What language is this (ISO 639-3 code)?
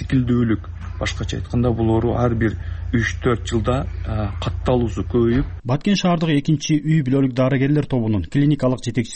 kir